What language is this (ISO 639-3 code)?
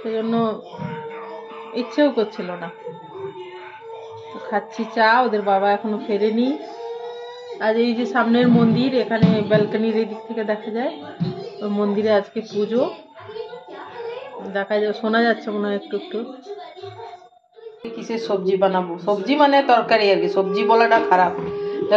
ben